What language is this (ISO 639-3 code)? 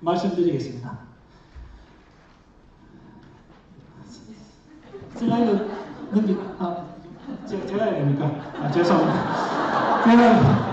kor